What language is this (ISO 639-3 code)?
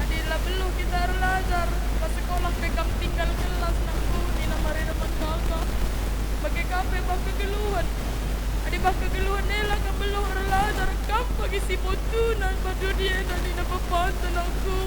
btx